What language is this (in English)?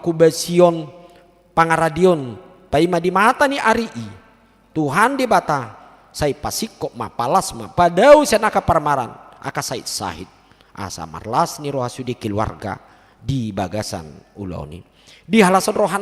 Batak Toba